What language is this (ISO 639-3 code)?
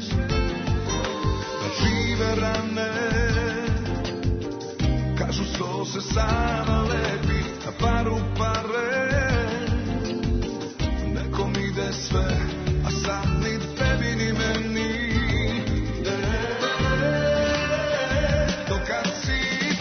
srp